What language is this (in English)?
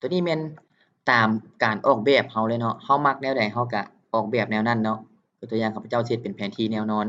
Lao